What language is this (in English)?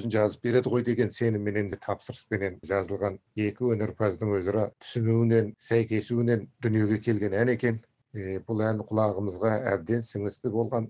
Kazakh